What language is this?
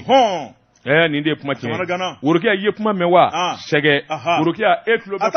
Bambara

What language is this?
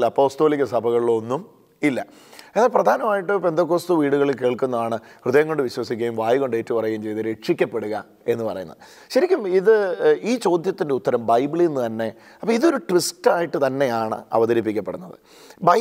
Malayalam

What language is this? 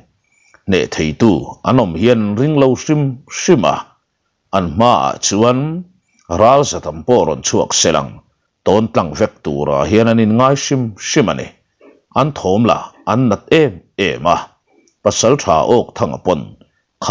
Mizo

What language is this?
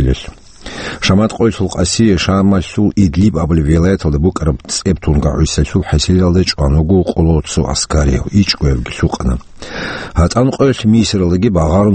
Avaric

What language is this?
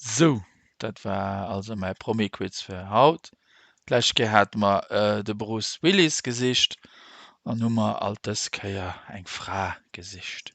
Luxembourgish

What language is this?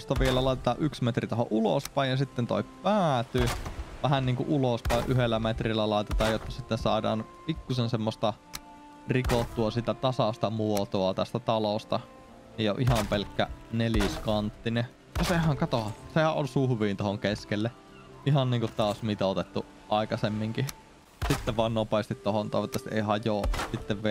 Finnish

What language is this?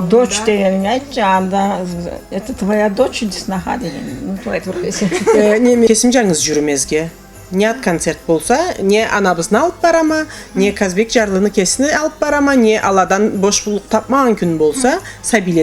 Karachay-Balkar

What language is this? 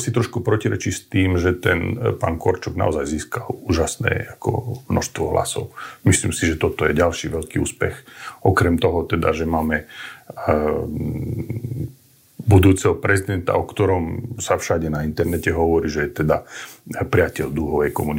Slovak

